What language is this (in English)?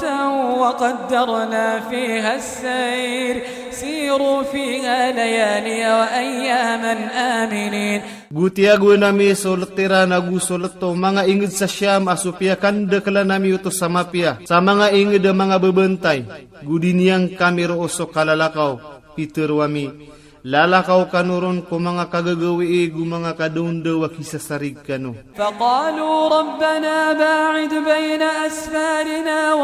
Iranun (Philippines)